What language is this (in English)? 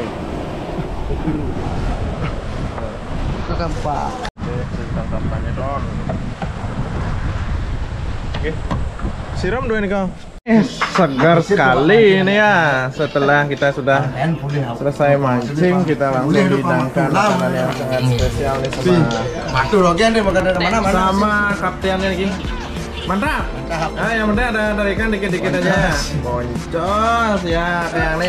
Indonesian